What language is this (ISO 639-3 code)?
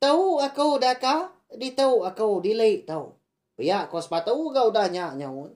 iba